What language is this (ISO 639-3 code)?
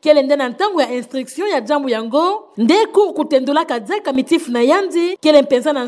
ktu